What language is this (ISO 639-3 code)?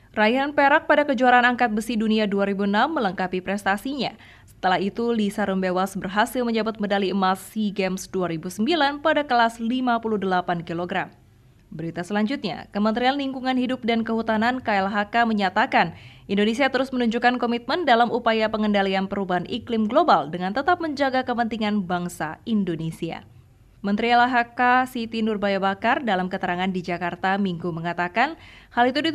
ind